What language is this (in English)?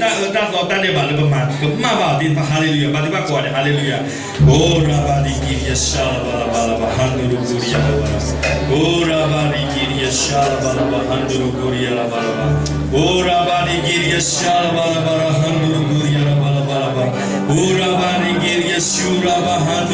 S'gaw Karen